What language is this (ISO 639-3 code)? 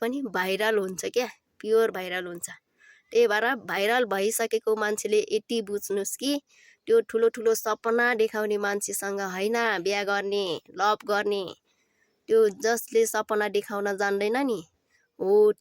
nep